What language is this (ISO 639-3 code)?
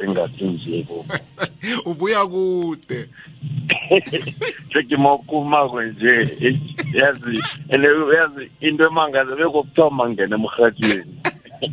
nbl